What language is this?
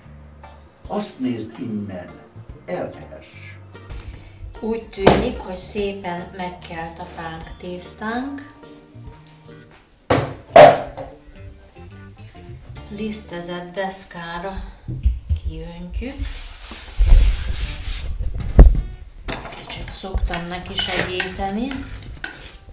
Hungarian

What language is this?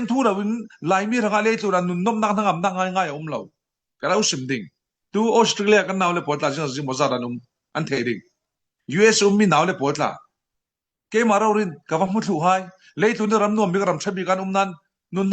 Falam Chin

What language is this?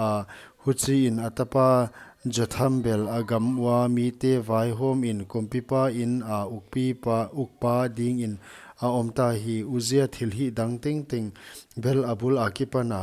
Paite Chin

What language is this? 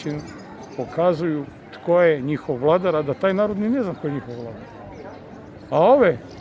Croatian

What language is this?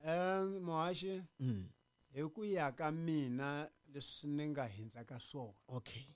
Tsonga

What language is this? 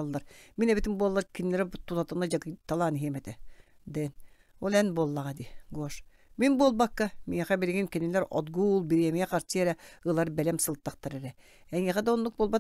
Yakut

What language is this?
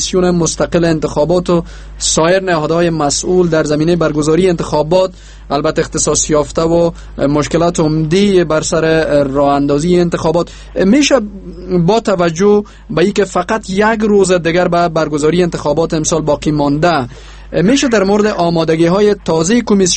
Persian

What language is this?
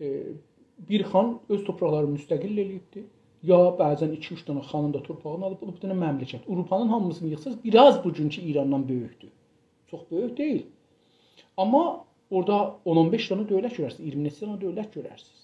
South Azerbaijani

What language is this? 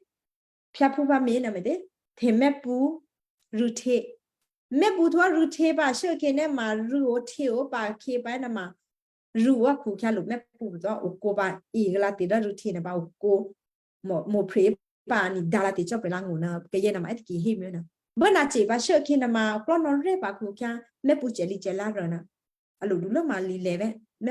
Western Kayah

